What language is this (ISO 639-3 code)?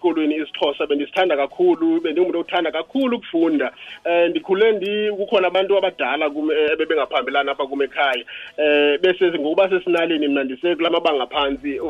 xho